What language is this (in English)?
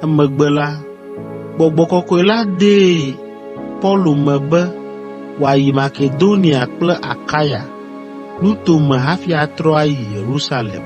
Ewe